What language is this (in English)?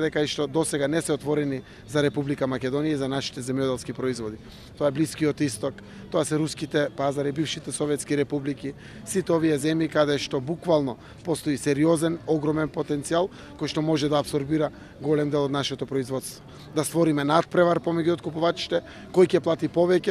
Macedonian